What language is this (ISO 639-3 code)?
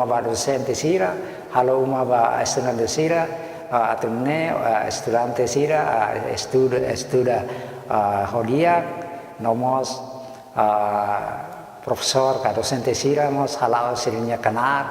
tet